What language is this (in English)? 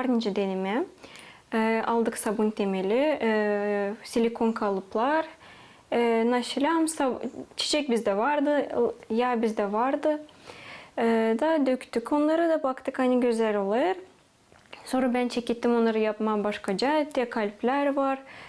Gagauz